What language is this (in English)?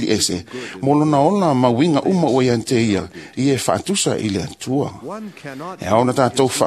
Samoan